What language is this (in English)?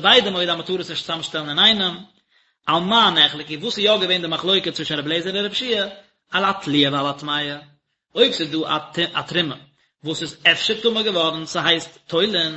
Yiddish